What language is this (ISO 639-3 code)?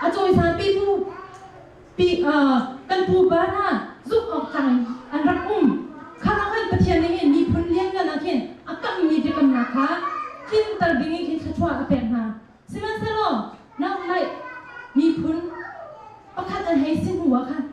cnh